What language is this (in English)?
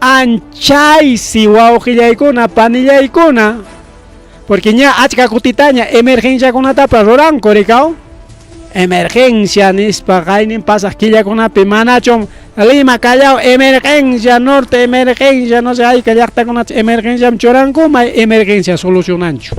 Ayacucho Quechua